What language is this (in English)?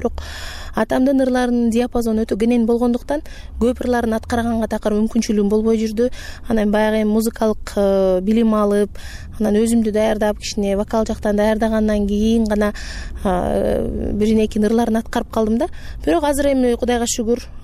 Kyrgyz